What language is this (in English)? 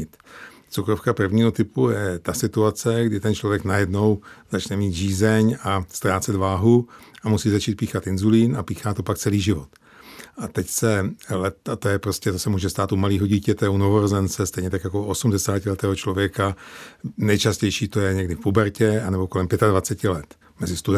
Czech